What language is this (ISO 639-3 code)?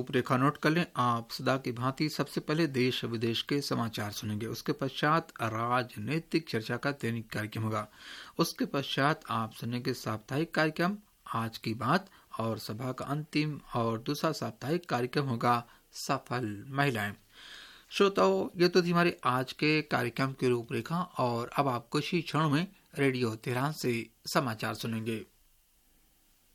hin